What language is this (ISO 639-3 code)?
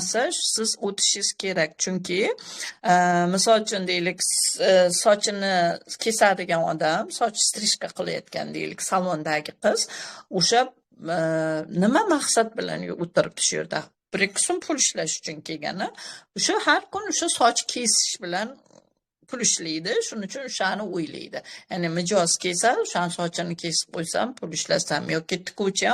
uzb